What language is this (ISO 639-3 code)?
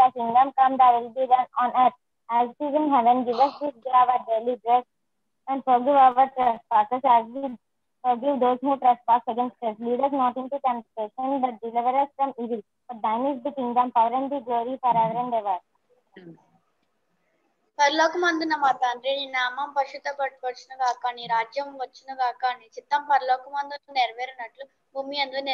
tel